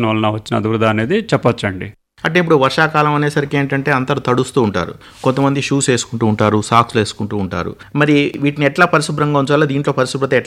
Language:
Telugu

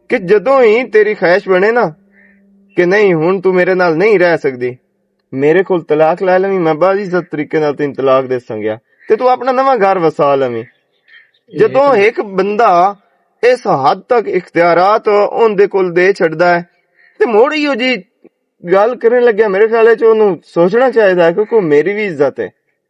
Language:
Western Panjabi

